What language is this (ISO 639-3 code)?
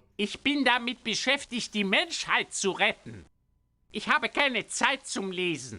bar